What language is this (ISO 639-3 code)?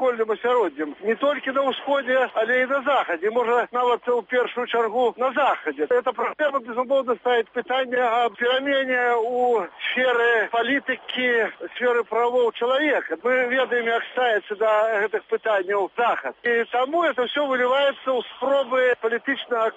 bel